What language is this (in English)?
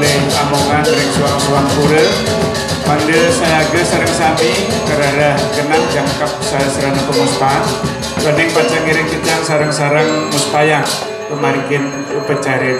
Balinese